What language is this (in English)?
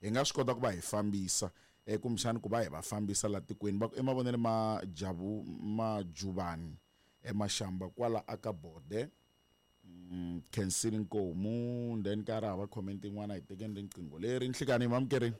Tsonga